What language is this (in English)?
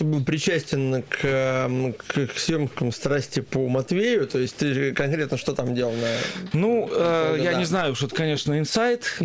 Russian